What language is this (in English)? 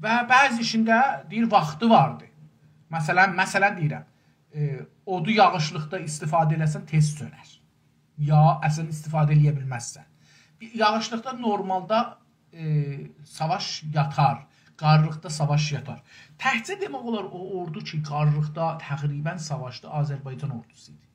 South Azerbaijani